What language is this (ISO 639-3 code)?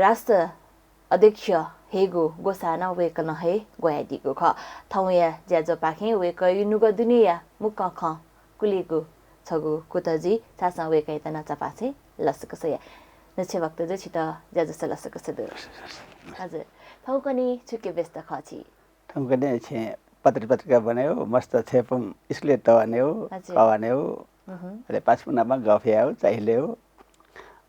new